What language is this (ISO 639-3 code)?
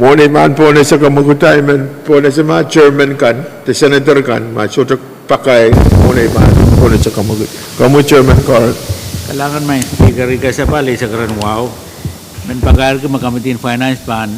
pon